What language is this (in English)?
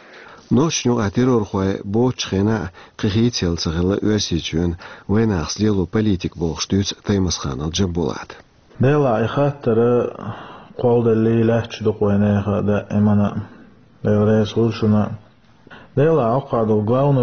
Chechen